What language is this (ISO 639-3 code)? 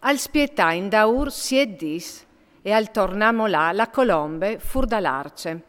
fur